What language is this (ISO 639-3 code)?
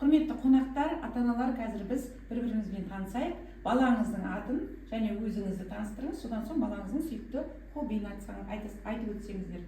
kaz